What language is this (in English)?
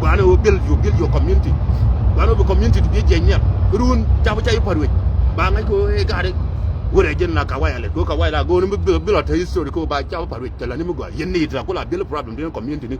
Nuer